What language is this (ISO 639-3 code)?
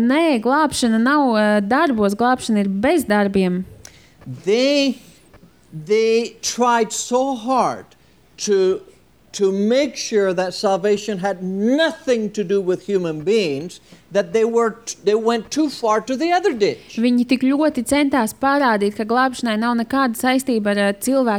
lav